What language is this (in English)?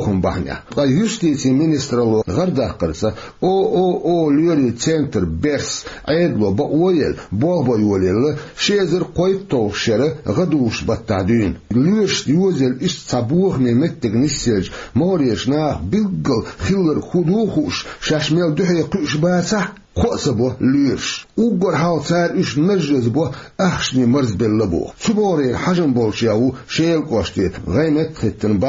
Chechen